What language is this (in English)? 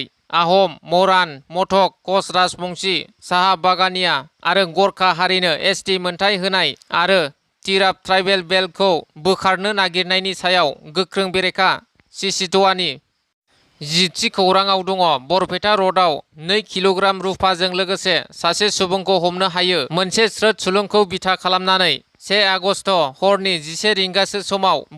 Bodo